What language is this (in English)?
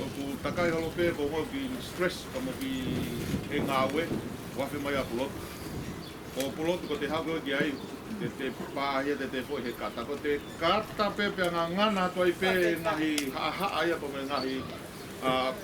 Tongan